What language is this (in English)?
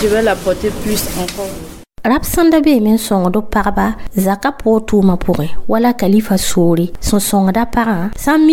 Mossi